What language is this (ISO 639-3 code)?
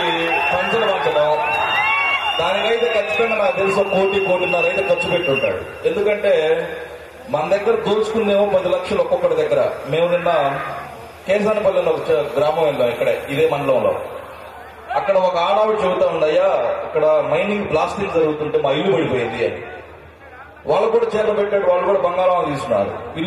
tel